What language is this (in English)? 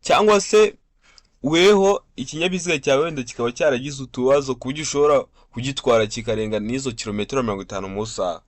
Kinyarwanda